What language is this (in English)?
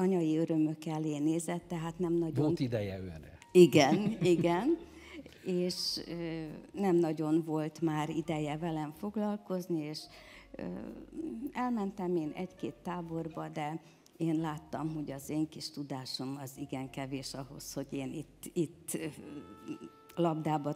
Hungarian